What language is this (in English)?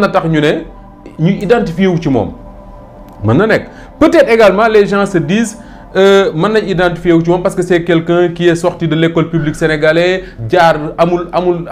Wolof